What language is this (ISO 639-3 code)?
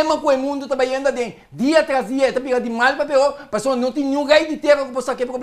pap